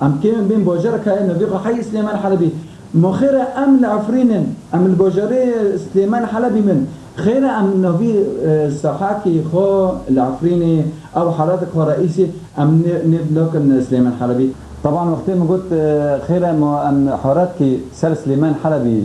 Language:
Kurdish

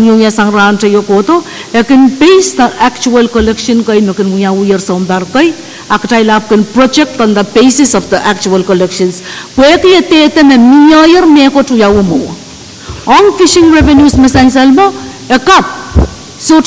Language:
Pohnpeian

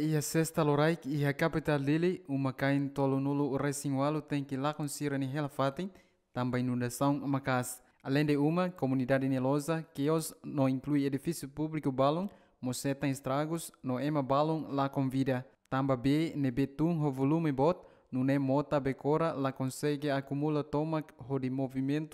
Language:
Tetum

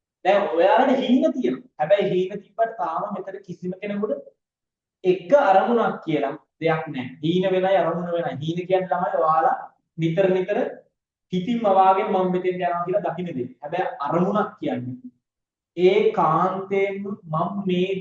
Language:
Sinhala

